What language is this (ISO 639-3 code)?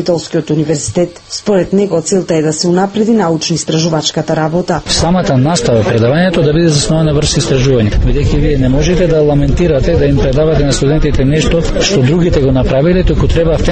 mkd